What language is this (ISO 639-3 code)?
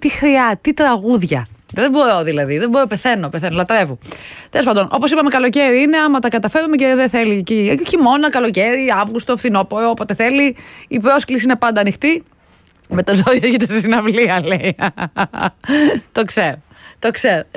ell